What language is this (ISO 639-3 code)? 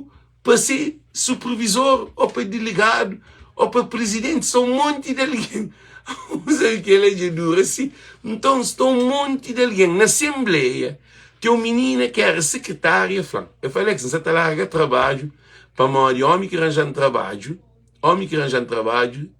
kea